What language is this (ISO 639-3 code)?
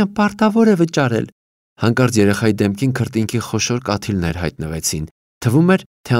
hye